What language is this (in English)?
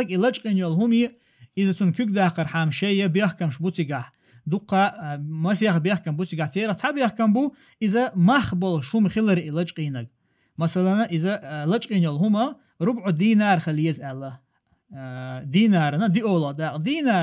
Chechen